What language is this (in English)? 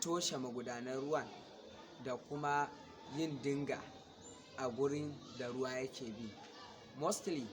Hausa